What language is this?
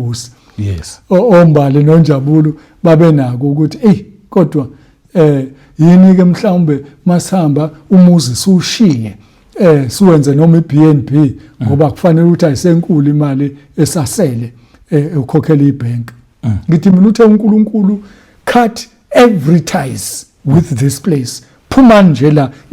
Zulu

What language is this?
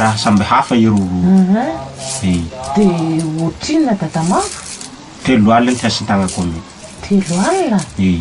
Malagasy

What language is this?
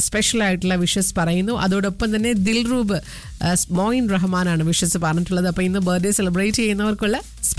Malayalam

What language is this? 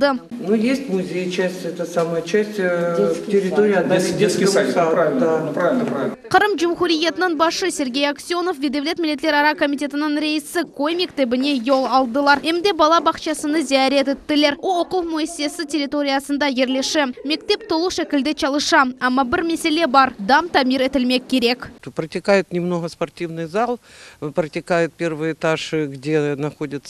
Crimean Tatar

